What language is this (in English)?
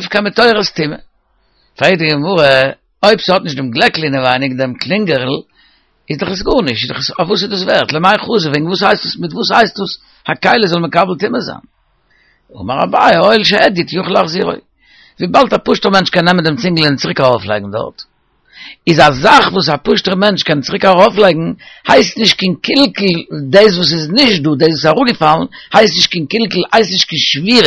Yiddish